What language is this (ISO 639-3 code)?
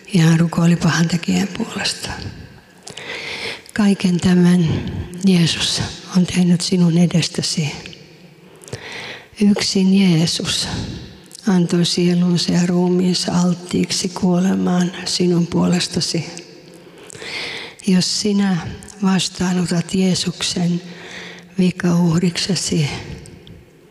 fin